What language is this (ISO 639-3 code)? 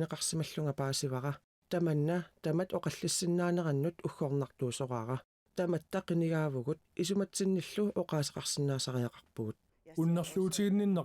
kal